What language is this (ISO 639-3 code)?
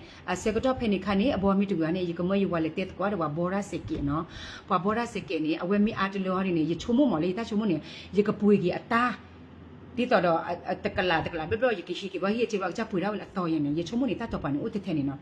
ksw